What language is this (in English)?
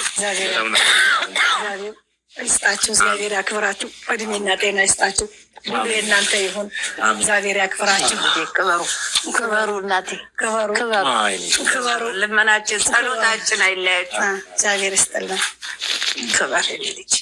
Amharic